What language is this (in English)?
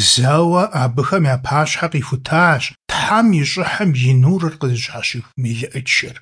Kabardian